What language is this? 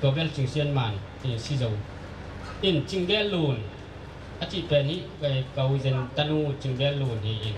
Tedim Chin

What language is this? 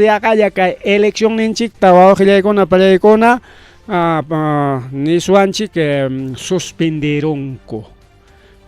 Ayacucho Quechua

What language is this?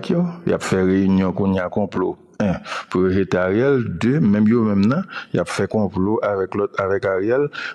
Haitian Creole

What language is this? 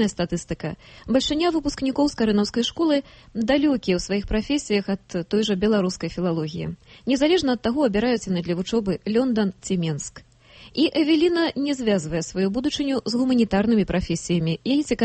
Belarusian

